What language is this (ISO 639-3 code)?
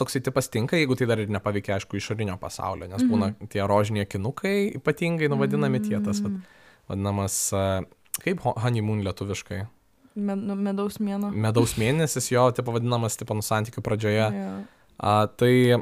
lit